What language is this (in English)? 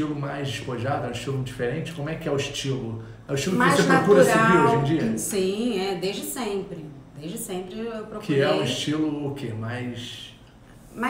Portuguese